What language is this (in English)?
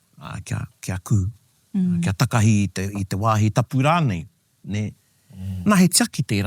Māori